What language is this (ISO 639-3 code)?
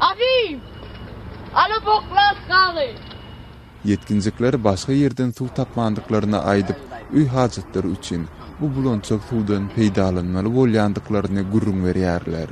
tuk